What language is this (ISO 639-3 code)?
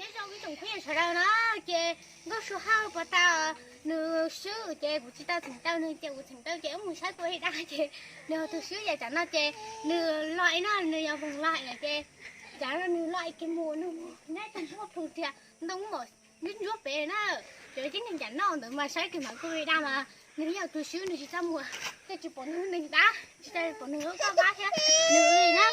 hmn